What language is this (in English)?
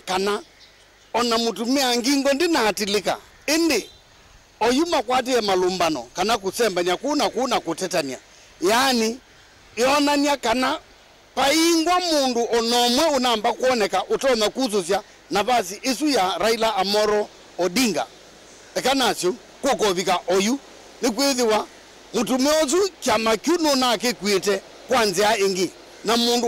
Kamba